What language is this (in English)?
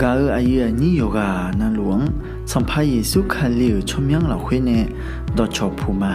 Akha